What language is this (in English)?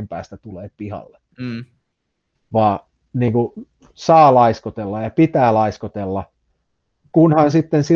Finnish